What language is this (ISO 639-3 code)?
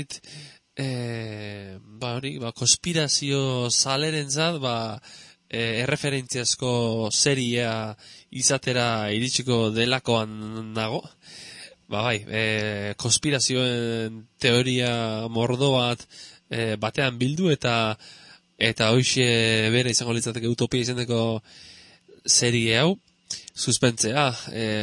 eus